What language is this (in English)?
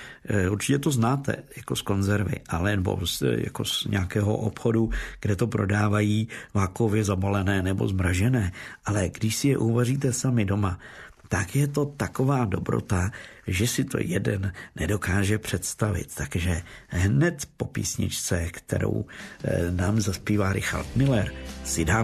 Czech